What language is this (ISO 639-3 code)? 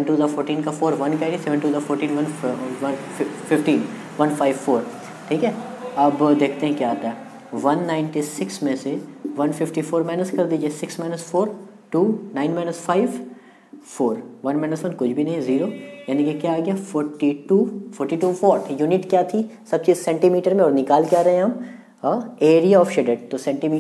hin